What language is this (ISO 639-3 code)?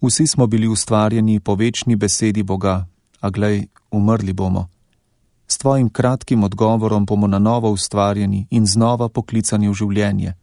slv